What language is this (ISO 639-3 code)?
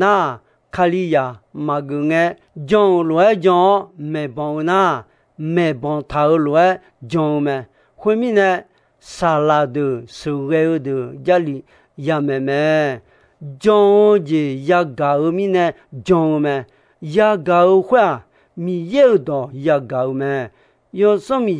ahk